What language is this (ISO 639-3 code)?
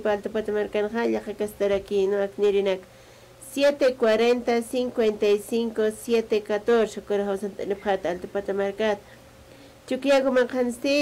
aym